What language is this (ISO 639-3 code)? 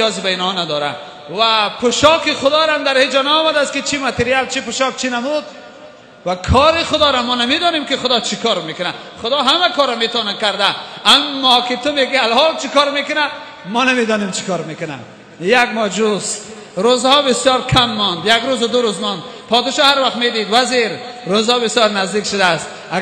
tgk